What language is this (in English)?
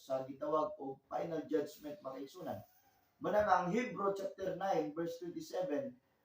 Cebuano